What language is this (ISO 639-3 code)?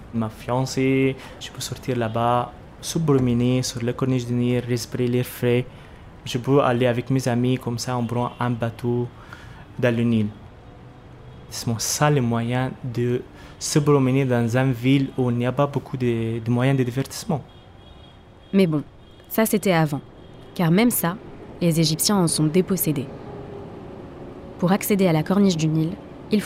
fra